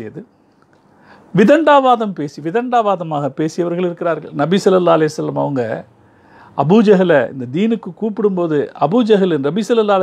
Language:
Tamil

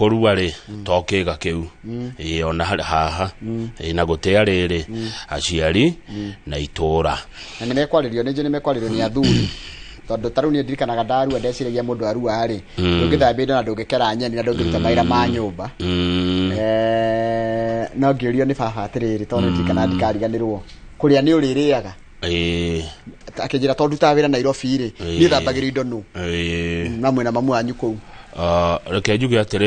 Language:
Kikuyu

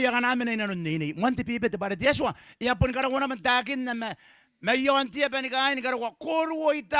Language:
Gilbertese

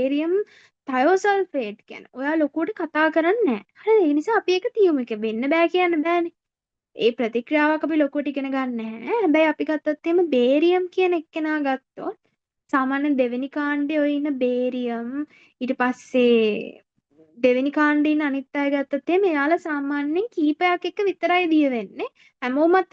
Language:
Sinhala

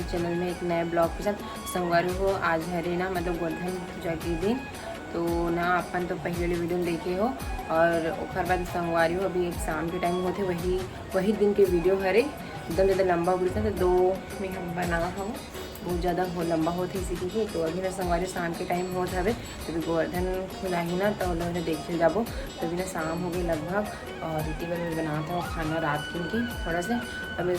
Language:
Chhattisgarhi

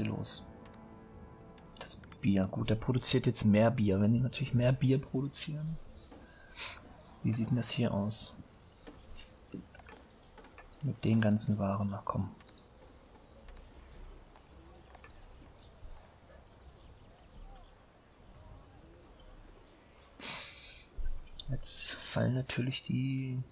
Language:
German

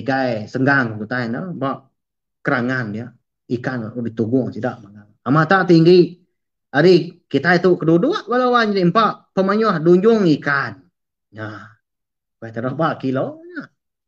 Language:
Iban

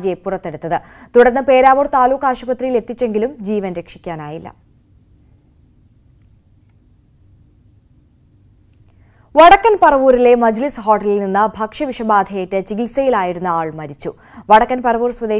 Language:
Malayalam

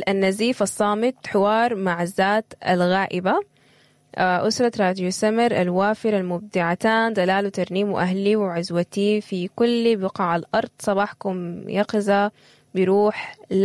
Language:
Sudanese Arabic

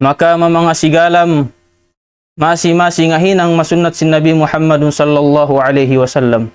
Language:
Tausug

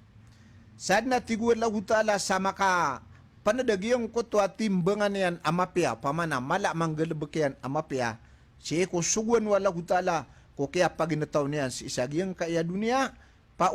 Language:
Maranao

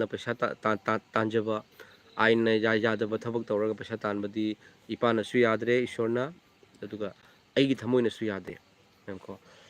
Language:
Manipuri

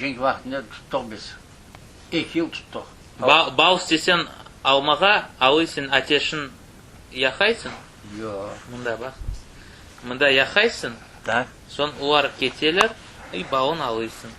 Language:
Crimean Tatar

